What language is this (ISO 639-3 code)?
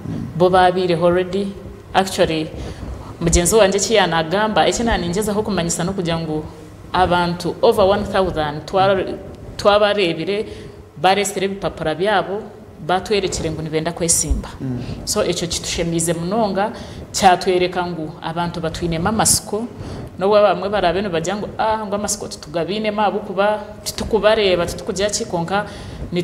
nyn